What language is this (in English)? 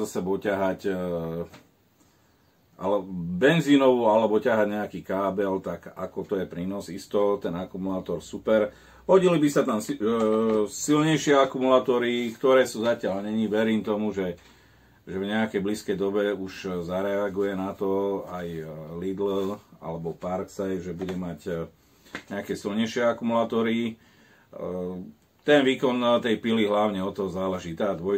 Slovak